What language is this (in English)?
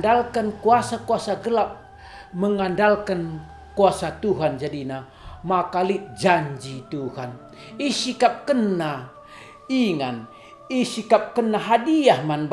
Batak Karo